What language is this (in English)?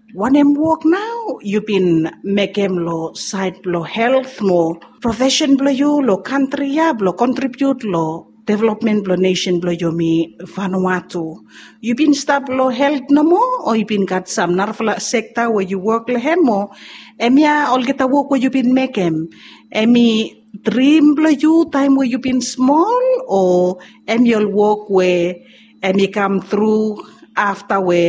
Bislama